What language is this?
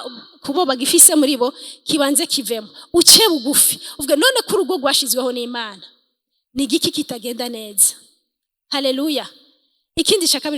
Rundi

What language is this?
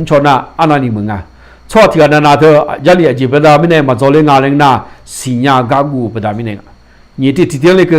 Akha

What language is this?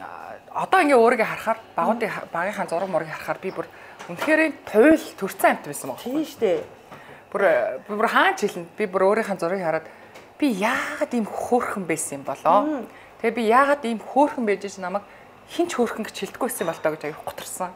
Mongolian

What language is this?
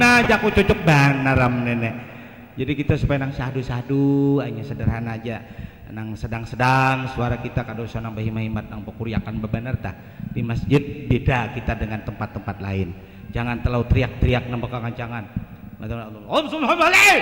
Banjar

